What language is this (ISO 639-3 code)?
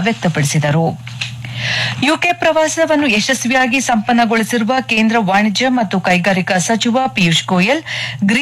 kan